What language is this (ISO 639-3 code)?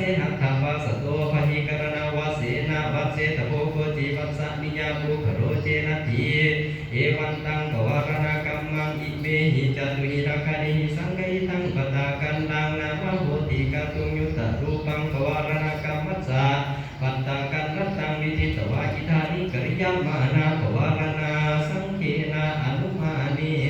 pli